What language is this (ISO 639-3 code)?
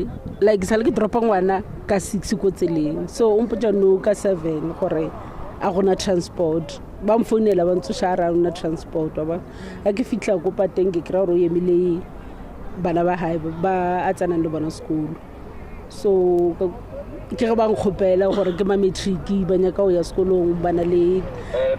tsn